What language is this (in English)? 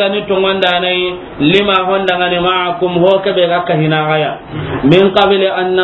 Soninke